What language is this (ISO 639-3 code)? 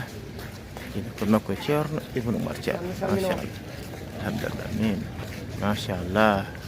ful